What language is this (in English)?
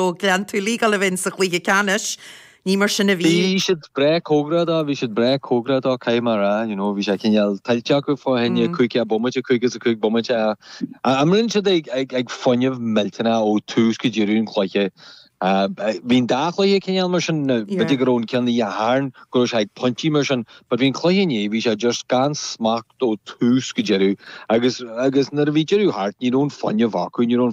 Irish